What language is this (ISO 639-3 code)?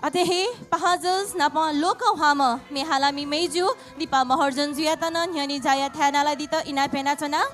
new